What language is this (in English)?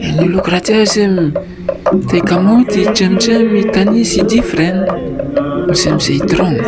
Bislama